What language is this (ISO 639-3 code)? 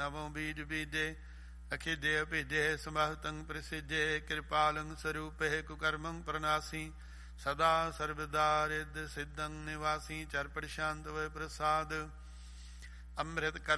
pan